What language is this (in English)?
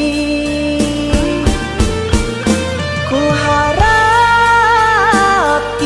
Indonesian